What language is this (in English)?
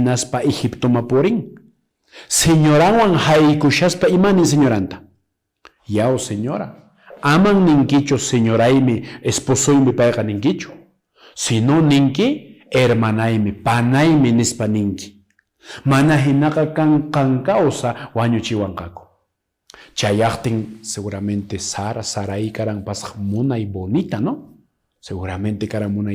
Quechua